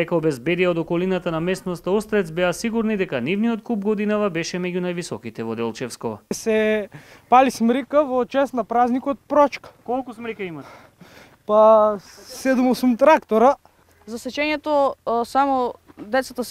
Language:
Macedonian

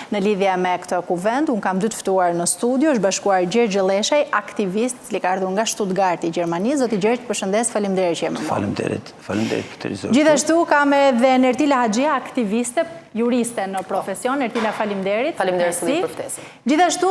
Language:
Albanian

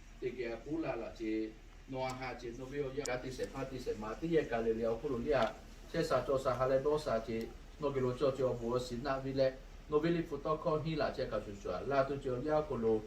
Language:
Lahu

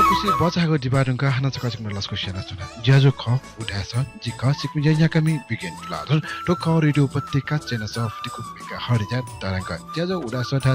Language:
Newari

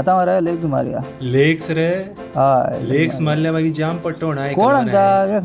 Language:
Konkani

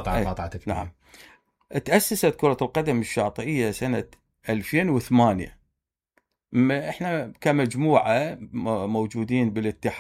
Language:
Mesopotamian Arabic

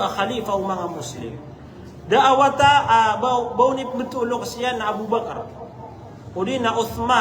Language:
Maranao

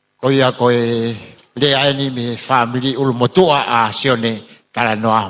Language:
Tongan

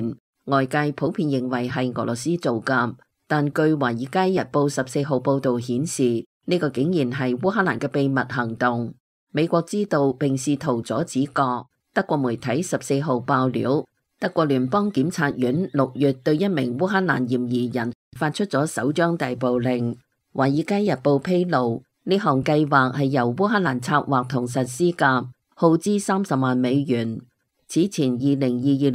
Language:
Cantonese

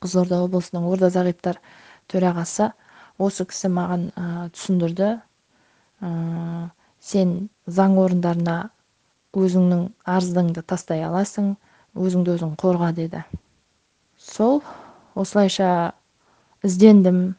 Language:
Kazakh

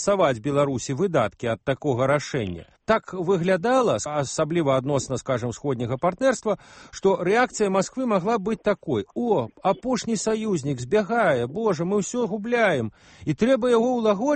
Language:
Belarusian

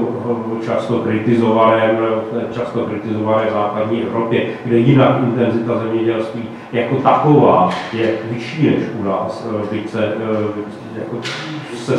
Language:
Czech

